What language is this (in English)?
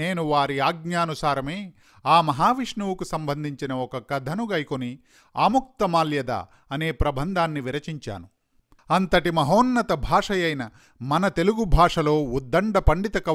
Telugu